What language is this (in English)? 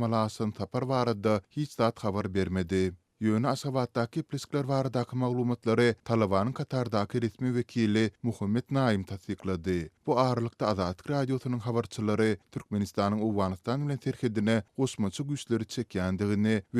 Turkmen